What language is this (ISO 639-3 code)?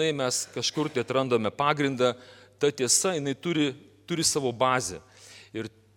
lit